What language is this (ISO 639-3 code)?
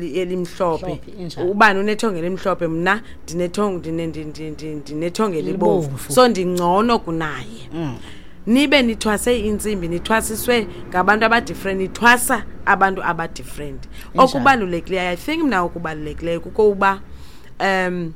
xho